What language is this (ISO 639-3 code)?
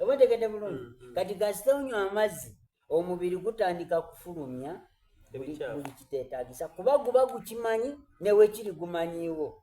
xog